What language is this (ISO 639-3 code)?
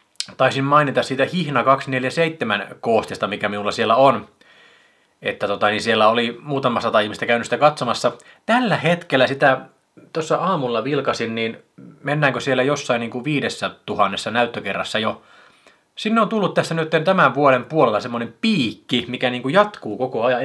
fin